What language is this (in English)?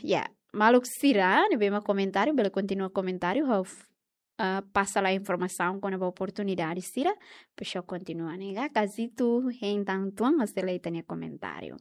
Tetum